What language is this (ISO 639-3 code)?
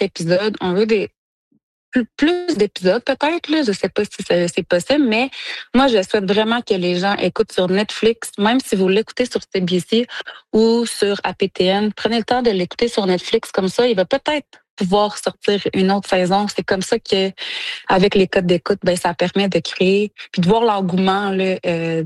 fra